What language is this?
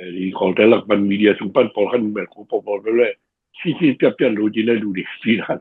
Tedim Chin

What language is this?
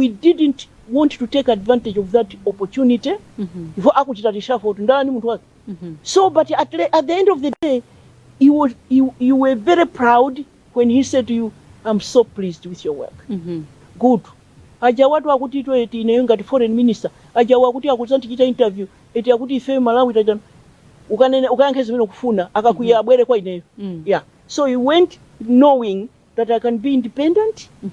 Nyanja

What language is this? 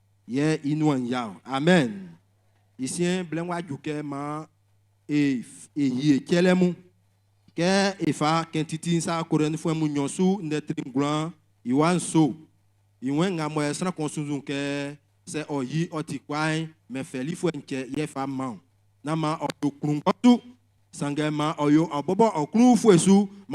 Baoulé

